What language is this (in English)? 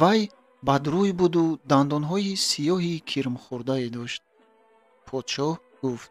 Tajik